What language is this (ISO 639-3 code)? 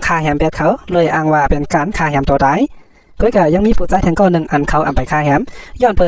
shn